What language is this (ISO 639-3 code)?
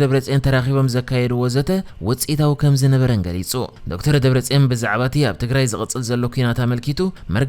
tir